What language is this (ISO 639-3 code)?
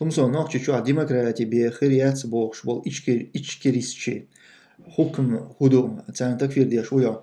che